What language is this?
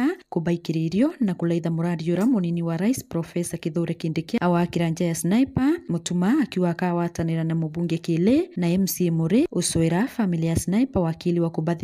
Meru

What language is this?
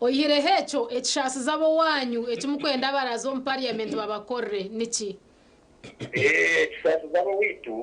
Nyankole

